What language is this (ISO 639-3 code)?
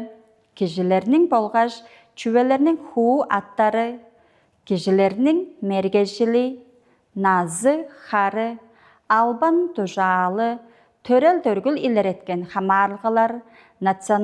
tyv